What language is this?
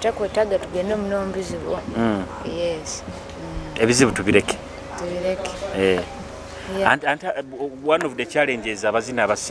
Nyoro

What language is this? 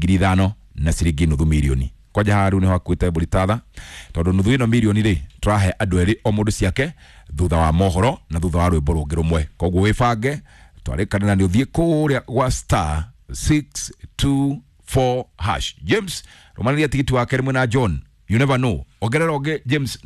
Kikuyu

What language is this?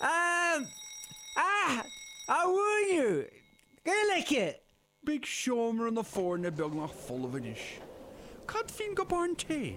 Irish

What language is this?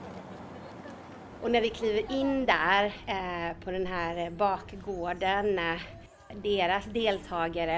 Swedish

